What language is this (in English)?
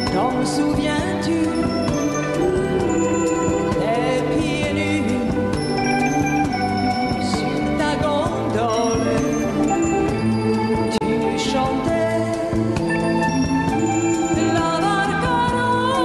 French